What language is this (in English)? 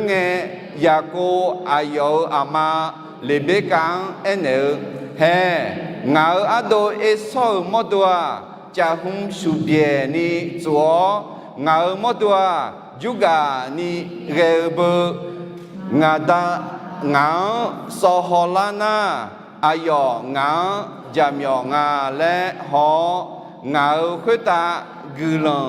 Akha